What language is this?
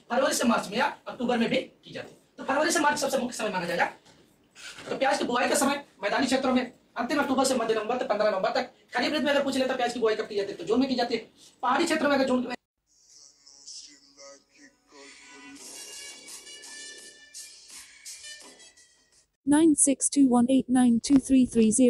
Hindi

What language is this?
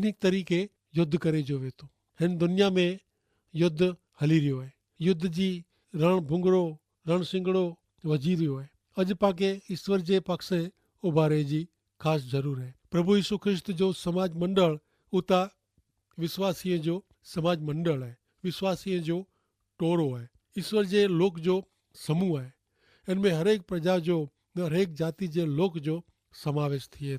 Kachhi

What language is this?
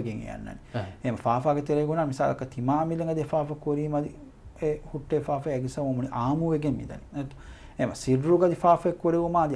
Divehi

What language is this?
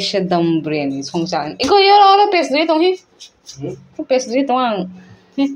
Kok Borok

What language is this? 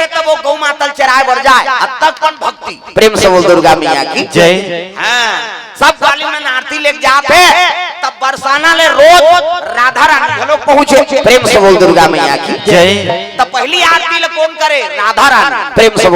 Chhattisgarhi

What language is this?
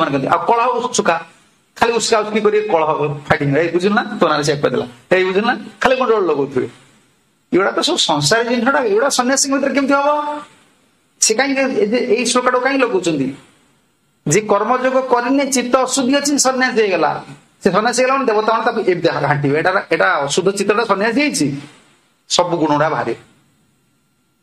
Odia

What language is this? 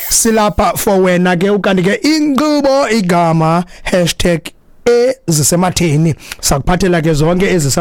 Xhosa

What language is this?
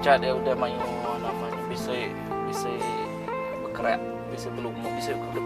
Iban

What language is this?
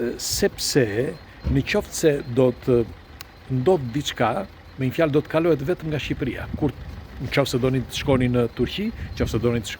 Albanian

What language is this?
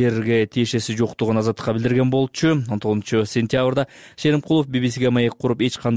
Kyrgyz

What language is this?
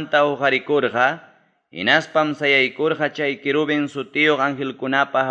Ayacucho Quechua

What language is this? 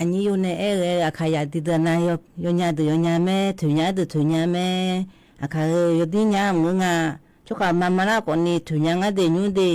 Akha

